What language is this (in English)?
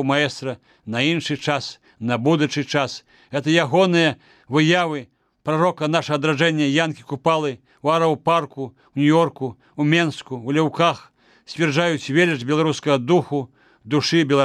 Belarusian